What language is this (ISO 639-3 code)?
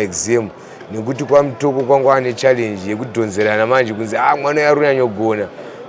sna